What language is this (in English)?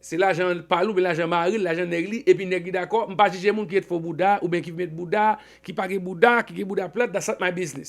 Haitian Creole